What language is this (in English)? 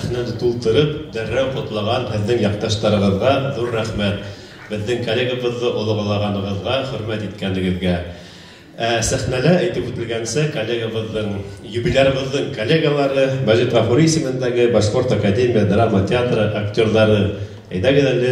Bashkir